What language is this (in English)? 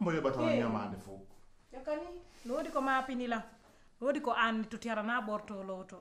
Pular